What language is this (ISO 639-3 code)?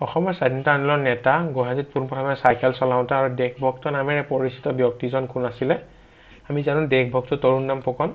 asm